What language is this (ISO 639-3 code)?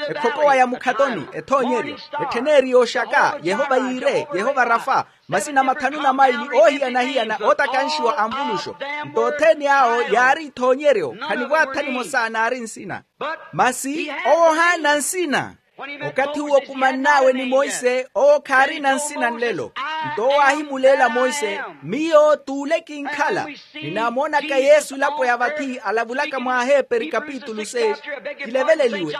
vmw